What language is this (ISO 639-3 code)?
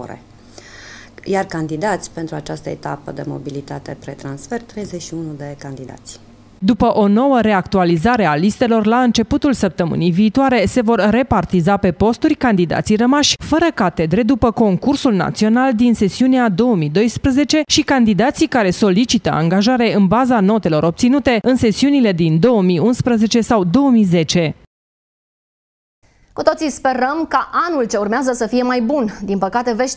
ron